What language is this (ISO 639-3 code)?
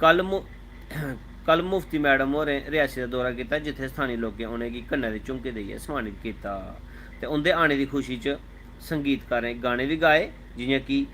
doi